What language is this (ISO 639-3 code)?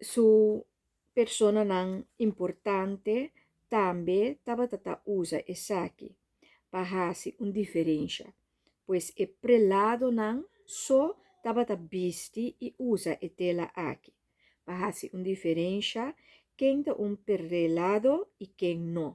pap